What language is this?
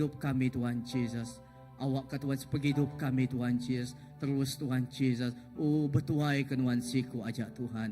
Iban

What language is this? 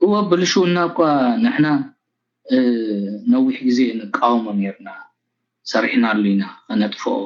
Tigrinya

